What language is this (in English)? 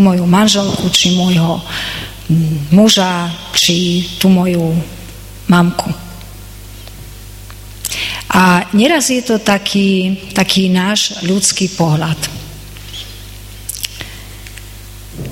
Slovak